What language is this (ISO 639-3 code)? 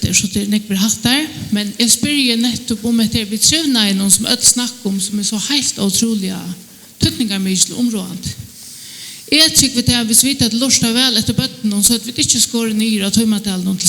fao